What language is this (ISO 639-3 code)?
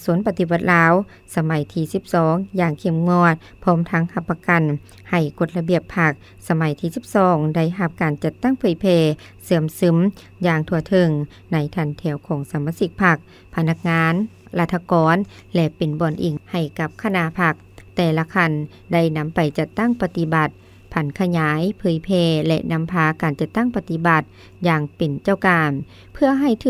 lao